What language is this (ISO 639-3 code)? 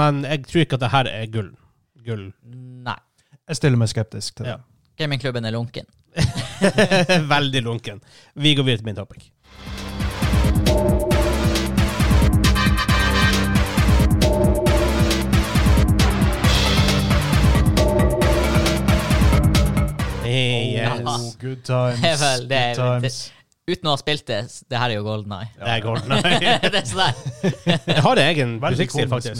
nor